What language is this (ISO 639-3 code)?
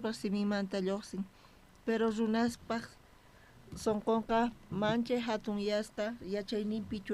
quh